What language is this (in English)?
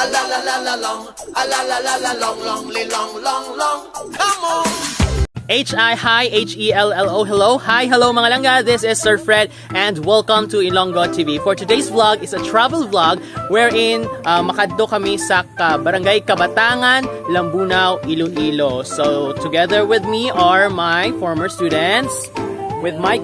Hiligaynon